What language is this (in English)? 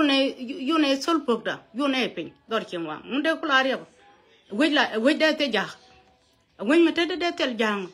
Nuer